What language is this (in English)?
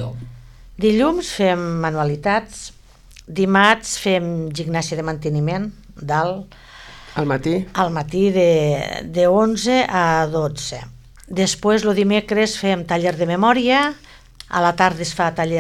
Catalan